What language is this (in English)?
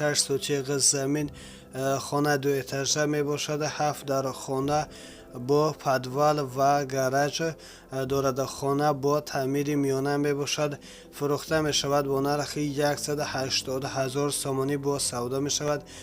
Tajik